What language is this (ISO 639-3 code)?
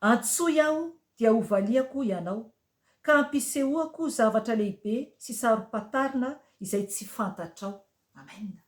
mlg